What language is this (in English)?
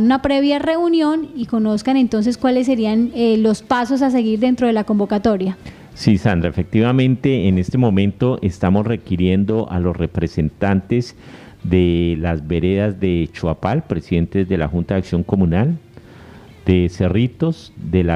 Spanish